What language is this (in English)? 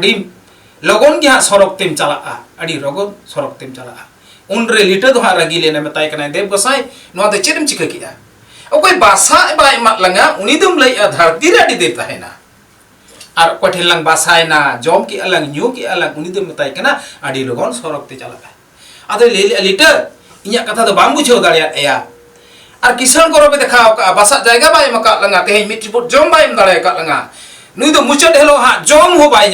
Santali